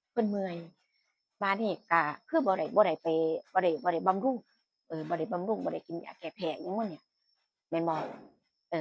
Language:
Northeastern Thai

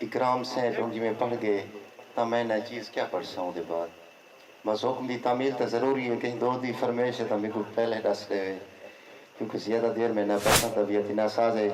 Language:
Saraiki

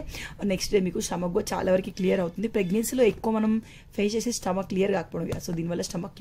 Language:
Telugu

